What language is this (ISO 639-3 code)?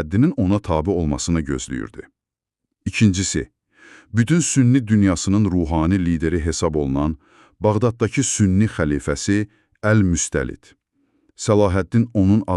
aze